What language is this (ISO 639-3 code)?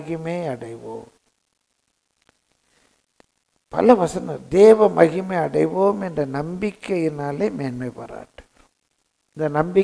tam